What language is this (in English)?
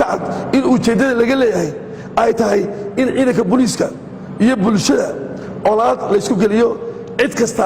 Somali